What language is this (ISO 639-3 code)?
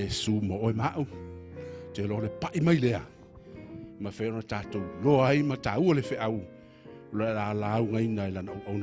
smo